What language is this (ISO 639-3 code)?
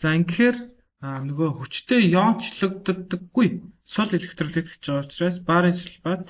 mon